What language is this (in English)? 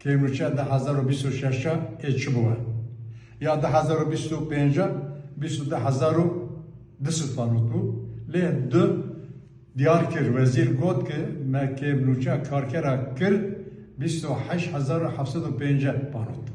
Kurdish